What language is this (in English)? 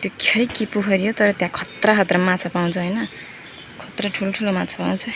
Nepali